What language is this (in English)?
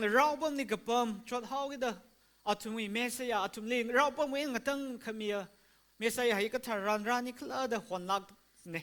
Tangkhul Naga (India)